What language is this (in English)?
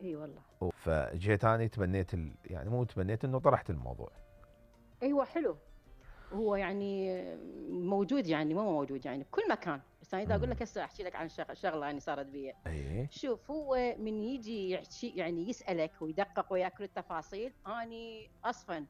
Mesopotamian Arabic